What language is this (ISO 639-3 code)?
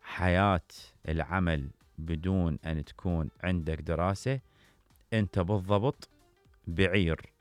acm